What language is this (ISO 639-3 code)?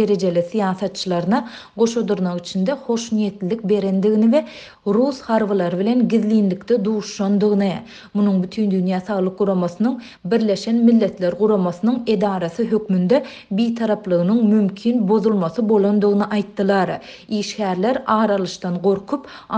tuk